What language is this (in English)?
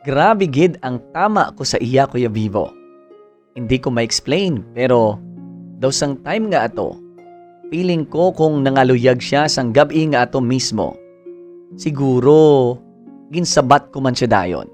Hiligaynon